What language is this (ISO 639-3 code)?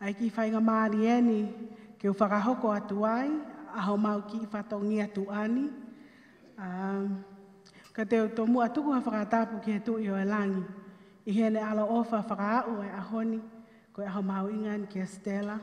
ton